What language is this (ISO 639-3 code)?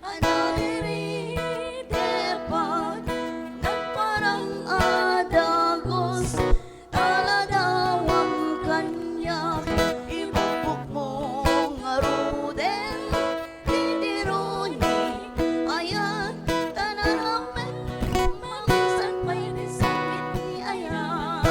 ilo